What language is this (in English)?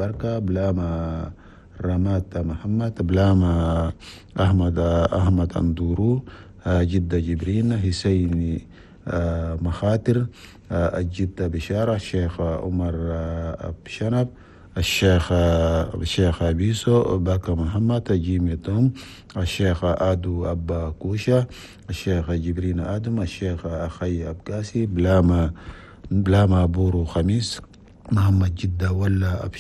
Chadian Arabic